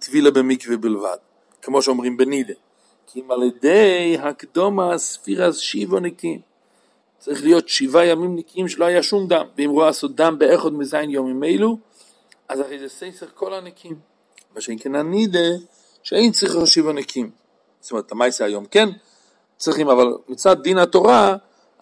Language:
Hebrew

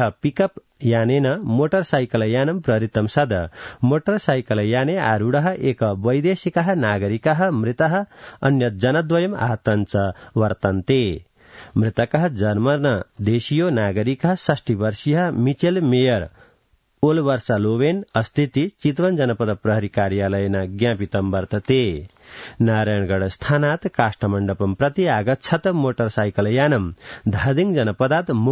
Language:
Sanskrit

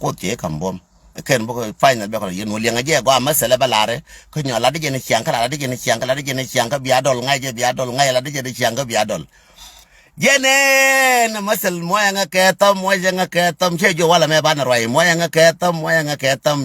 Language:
Nuer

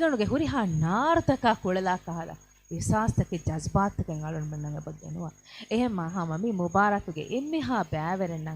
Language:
Divehi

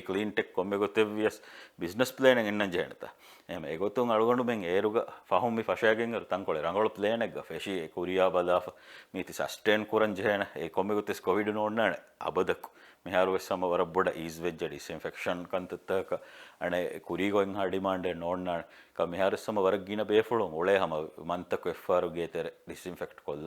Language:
Divehi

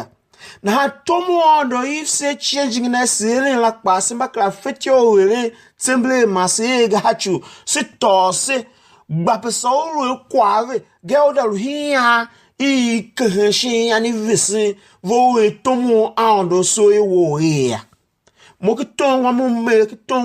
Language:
Tiv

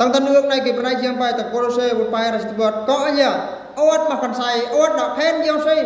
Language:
Eastern Bru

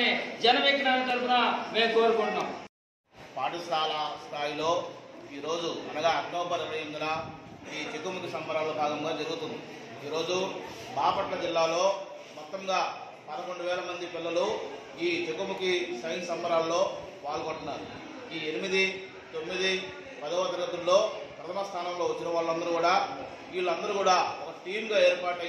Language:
Telugu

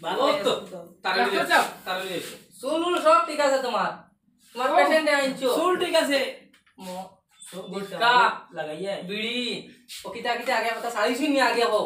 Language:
Sylheti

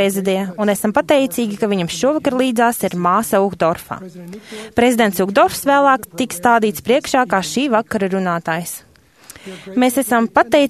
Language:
Latvian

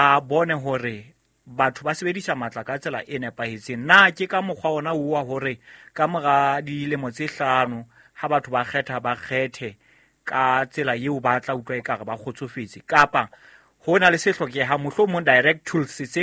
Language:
Southern Sotho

